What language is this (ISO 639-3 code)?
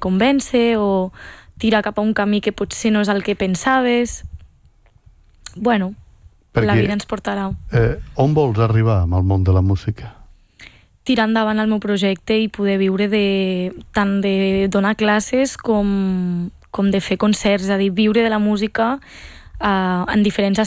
cat